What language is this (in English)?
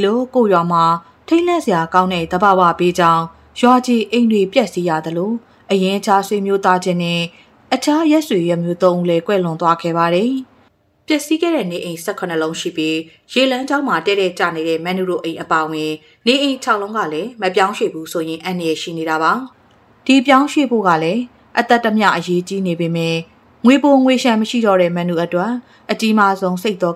Burmese